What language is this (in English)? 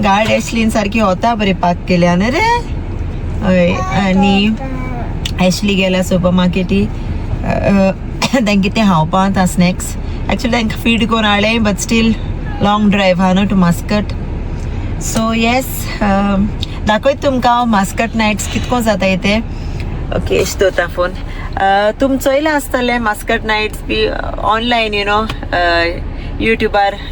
Konkani